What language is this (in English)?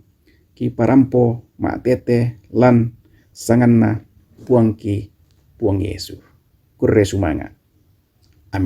Toraja-Sa'dan